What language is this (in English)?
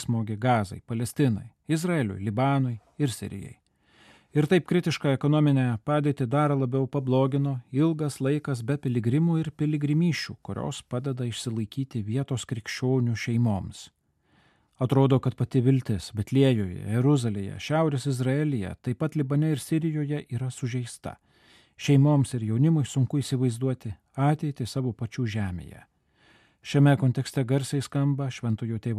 Lithuanian